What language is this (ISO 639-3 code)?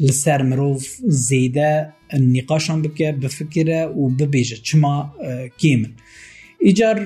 kur